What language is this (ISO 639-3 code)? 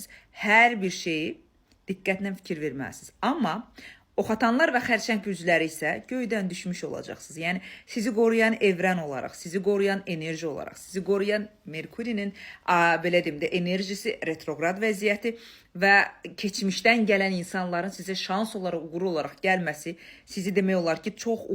aze